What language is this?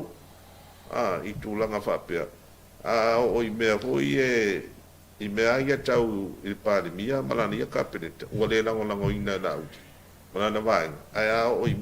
Samoan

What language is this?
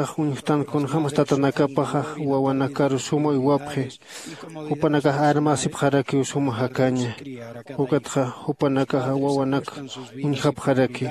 Aymara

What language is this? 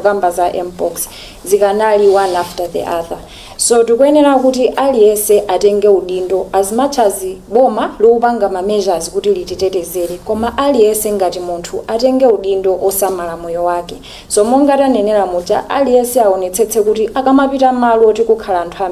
Nyanja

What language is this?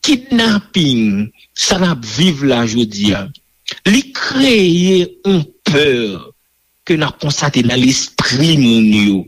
Haitian Creole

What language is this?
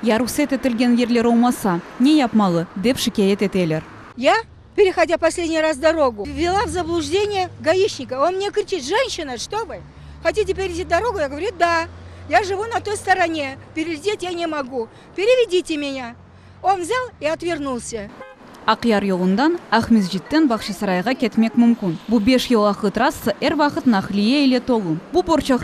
Crimean Tatar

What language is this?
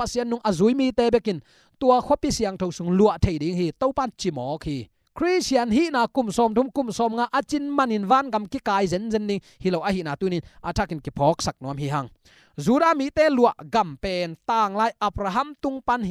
Tedim Chin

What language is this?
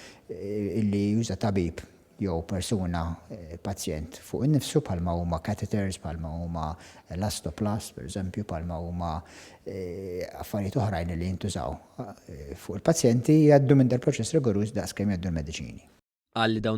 Maltese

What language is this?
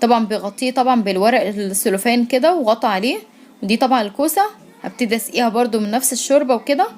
Egyptian Arabic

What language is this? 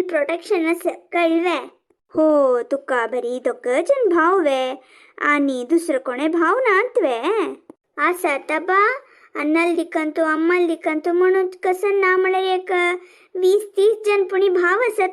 Konkani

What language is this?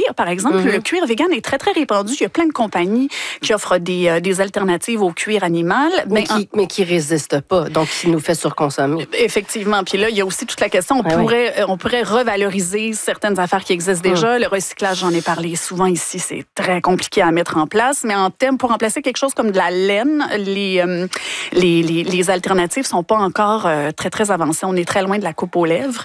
French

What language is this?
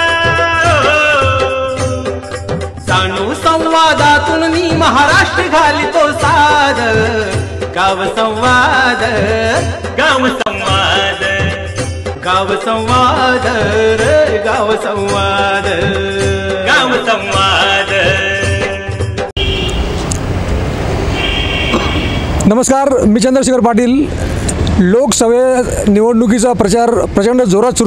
Marathi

